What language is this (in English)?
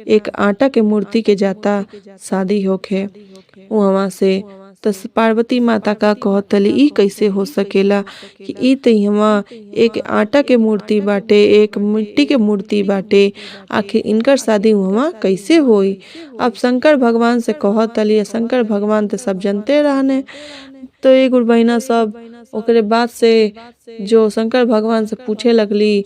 Bhojpuri